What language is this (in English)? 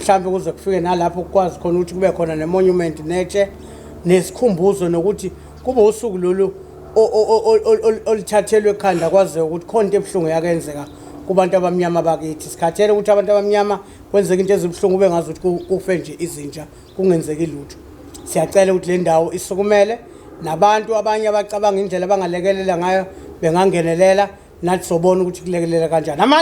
Zulu